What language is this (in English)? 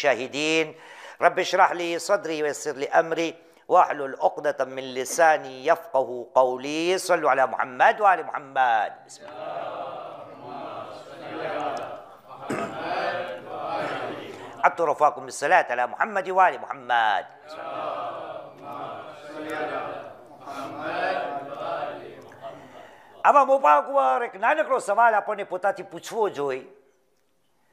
Gujarati